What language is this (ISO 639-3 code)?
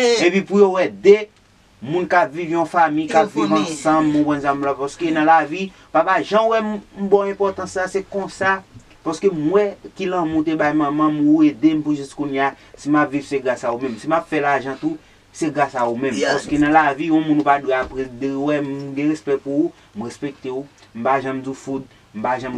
hat